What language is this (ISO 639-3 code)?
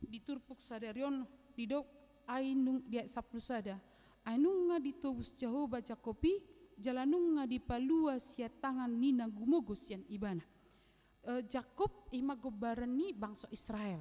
bbc